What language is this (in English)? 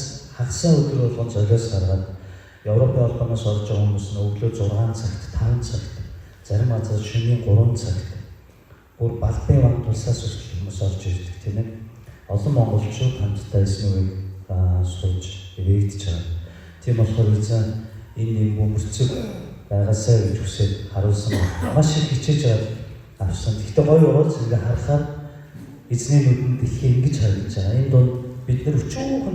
Mongolian